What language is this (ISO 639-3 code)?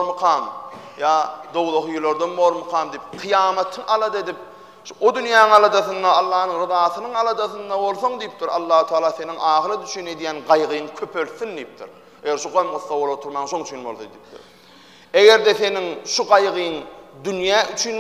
tuk